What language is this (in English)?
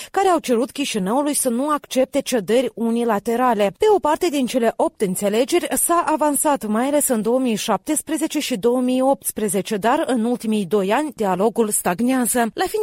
Romanian